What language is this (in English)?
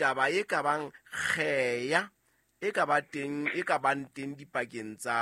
Southern Sotho